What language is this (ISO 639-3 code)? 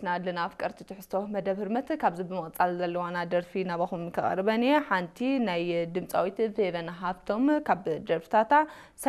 tir